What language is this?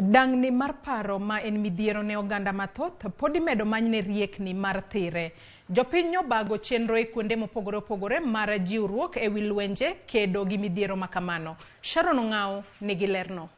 Luo (Kenya and Tanzania)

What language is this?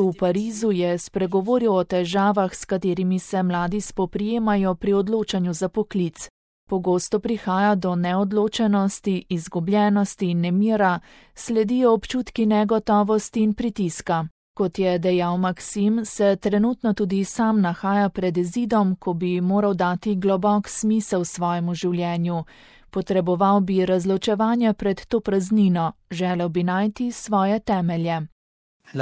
Slovenian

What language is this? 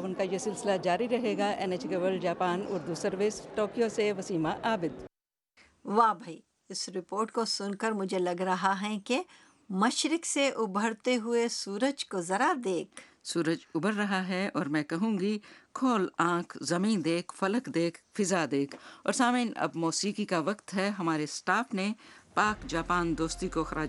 Urdu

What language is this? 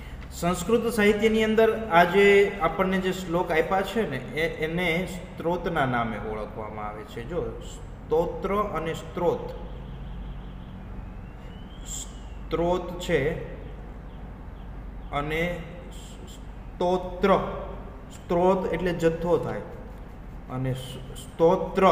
Gujarati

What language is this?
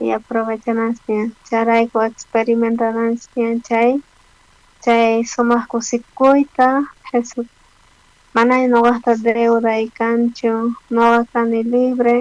South Bolivian Quechua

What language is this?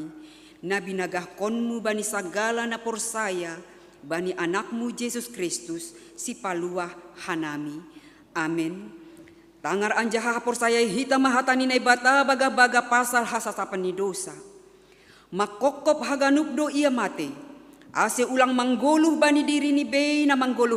Batak Simalungun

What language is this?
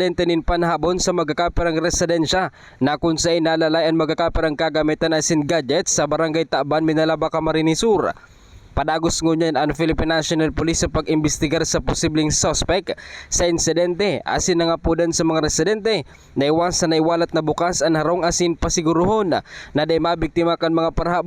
Bikol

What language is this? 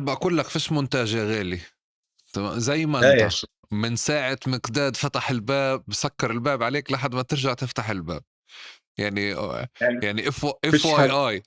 North Levantine Arabic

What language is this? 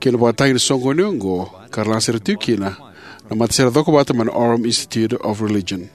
Fijian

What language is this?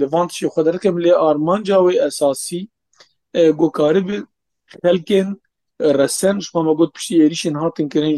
Kurdish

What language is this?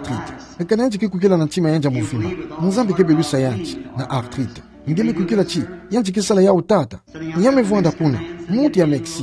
Kituba (Democratic Republic of Congo)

